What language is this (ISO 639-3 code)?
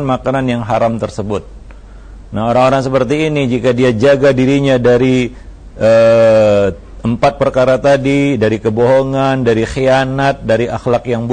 ind